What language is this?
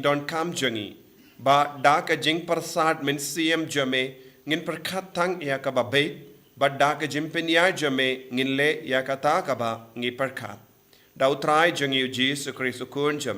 Khasi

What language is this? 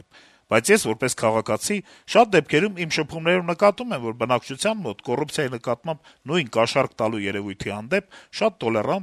Armenian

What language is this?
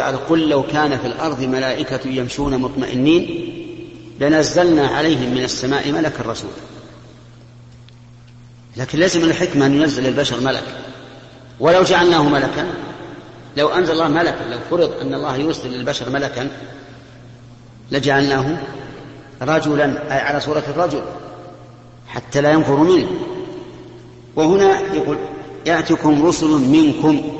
Arabic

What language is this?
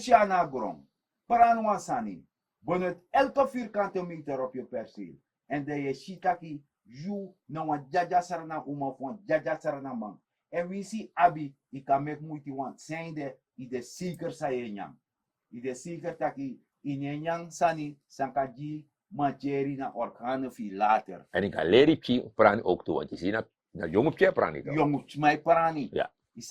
Sranan Tongo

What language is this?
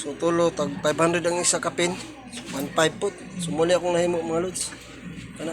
Cebuano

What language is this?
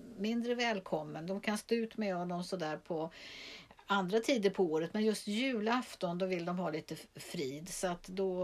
Swedish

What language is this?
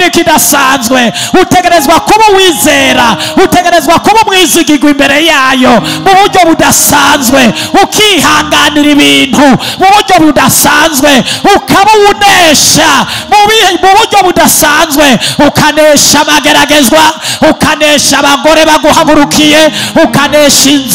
Rundi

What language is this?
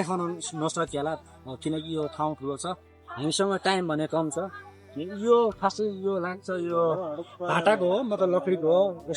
Nepali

